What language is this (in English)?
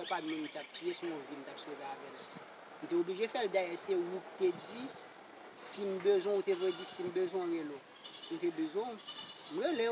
Haitian Creole